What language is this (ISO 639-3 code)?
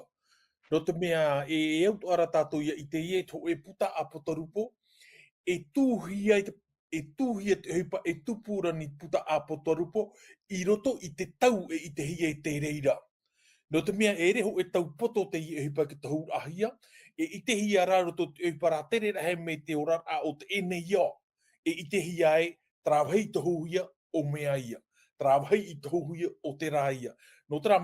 tah